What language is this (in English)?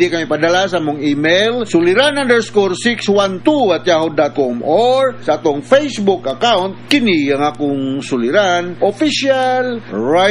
Cebuano